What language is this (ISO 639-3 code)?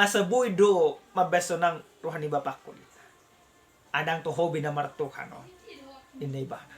bbc